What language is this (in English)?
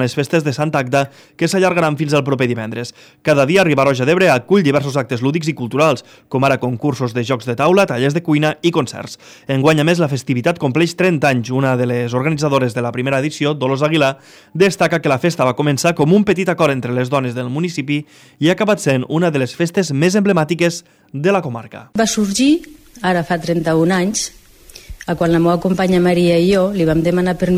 Catalan